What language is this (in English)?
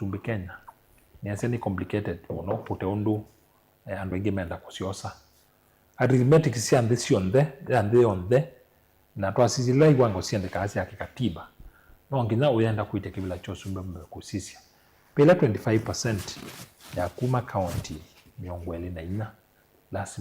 Kamba